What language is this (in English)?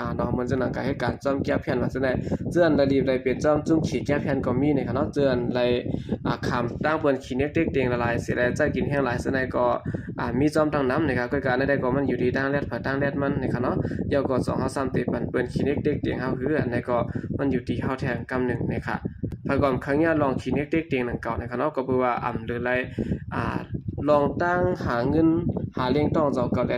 Shan